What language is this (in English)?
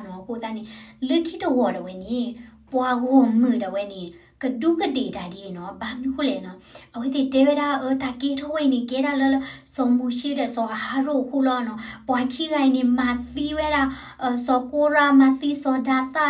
S'gaw Karen